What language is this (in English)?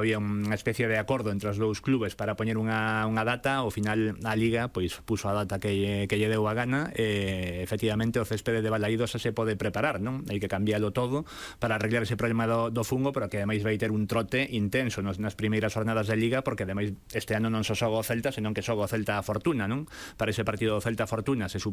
Galician